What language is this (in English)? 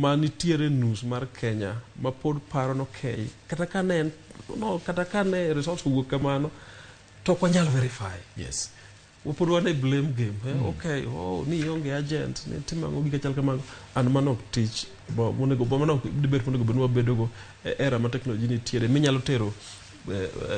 Luo (Kenya and Tanzania)